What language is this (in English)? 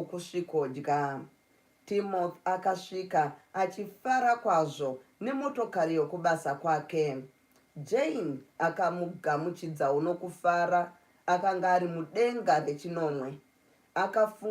Shona